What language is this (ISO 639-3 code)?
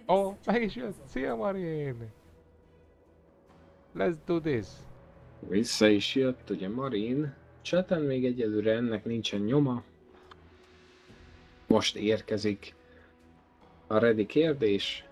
hun